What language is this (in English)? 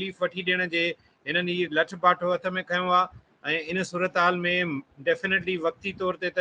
Sindhi